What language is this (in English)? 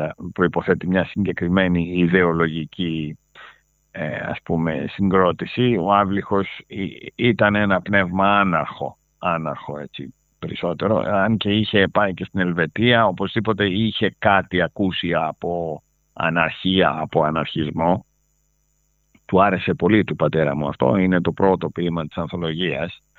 Greek